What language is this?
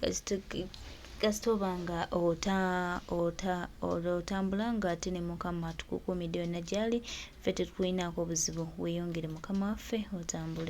Ganda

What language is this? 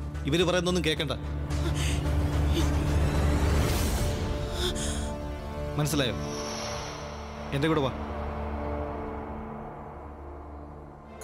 Malayalam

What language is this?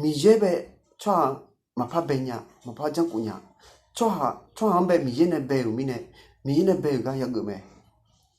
Akha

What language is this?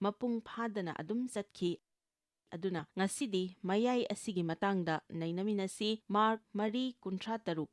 Manipuri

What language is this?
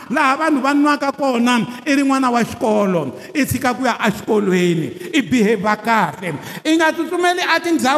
Tsonga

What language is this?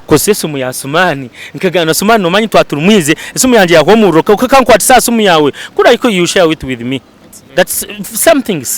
Nyankole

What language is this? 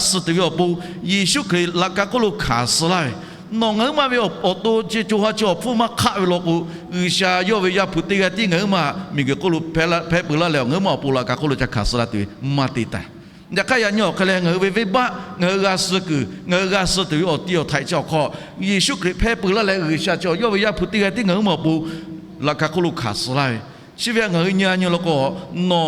Lahu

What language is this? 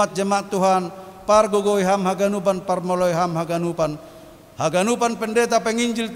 Batak Simalungun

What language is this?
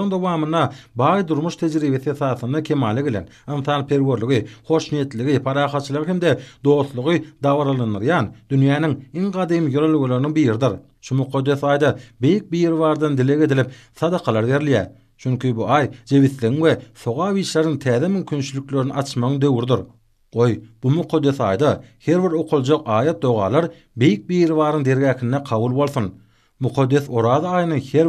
Turkmen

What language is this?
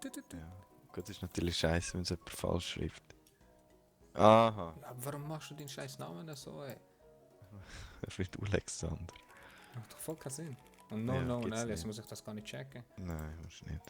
Swiss German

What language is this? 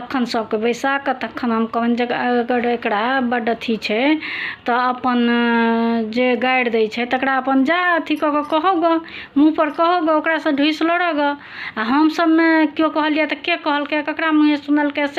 Maithili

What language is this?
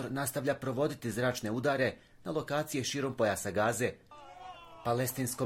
Bosnian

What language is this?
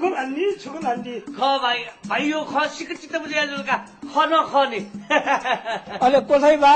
Newari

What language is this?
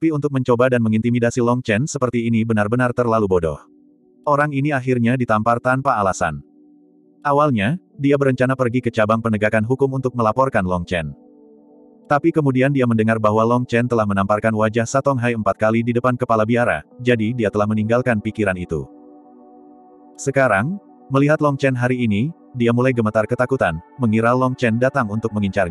Indonesian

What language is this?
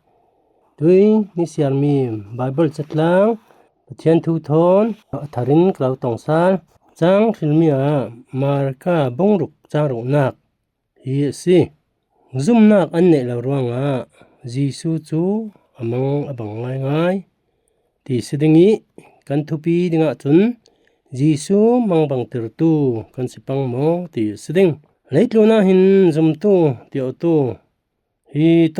Falam Chin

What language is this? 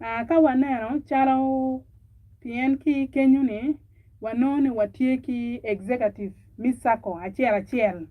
Acoli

